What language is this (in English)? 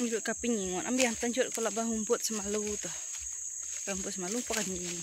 Iban